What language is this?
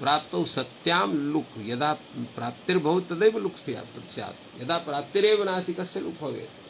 Sanskrit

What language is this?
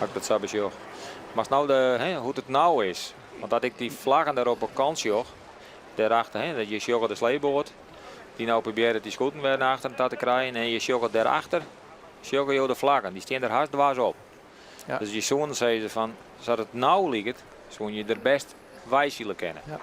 Western Frisian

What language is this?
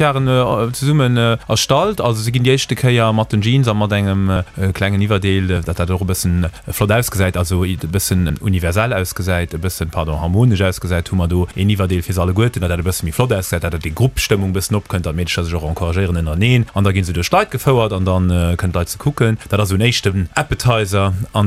Luxembourgish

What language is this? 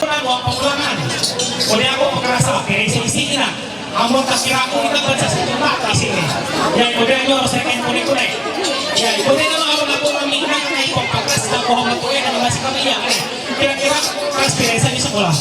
Ma'anyan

